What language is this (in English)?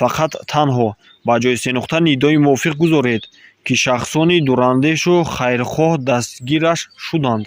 Tajik